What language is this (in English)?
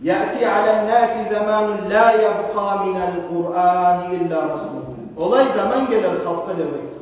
Kumyk